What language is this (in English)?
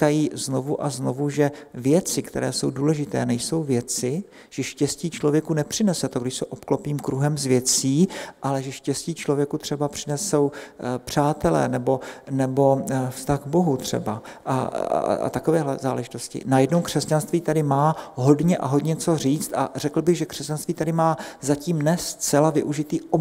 Czech